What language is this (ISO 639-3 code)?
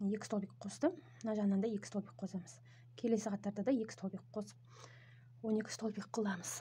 kaz